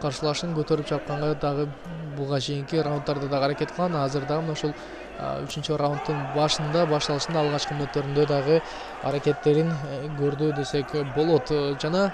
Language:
Kyrgyz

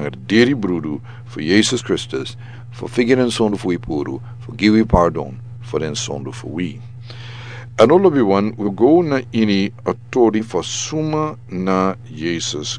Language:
Sranan Tongo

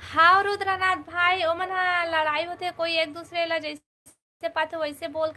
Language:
Chhattisgarhi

